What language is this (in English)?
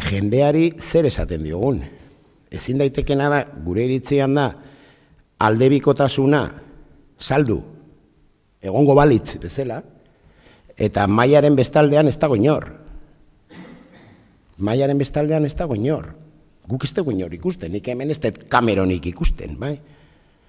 Basque